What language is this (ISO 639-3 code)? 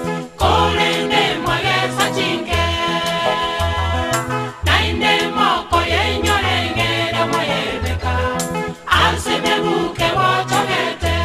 guz